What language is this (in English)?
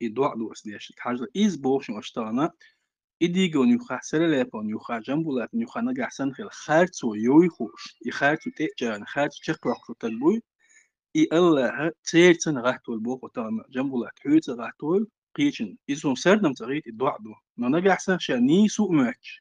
Chechen